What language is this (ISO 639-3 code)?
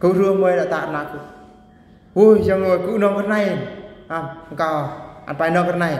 bru